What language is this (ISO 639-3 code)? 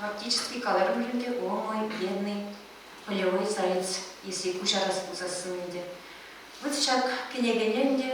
chv